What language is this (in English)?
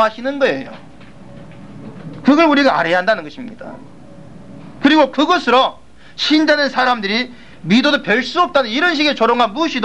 Korean